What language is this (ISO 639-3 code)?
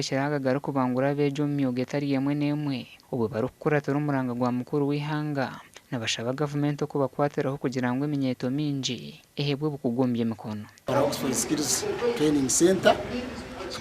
nyn